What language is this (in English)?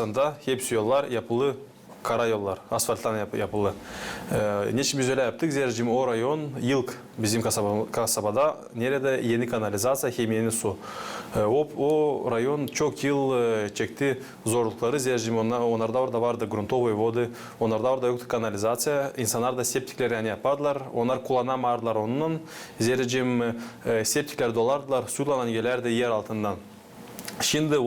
Gagauz